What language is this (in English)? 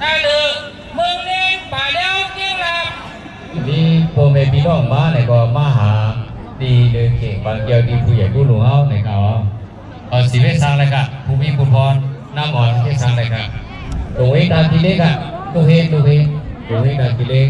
Shan